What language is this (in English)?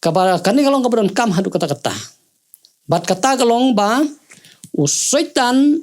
Khasi